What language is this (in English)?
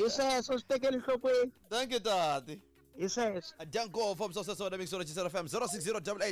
Tsonga